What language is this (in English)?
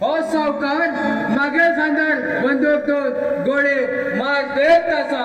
Konkani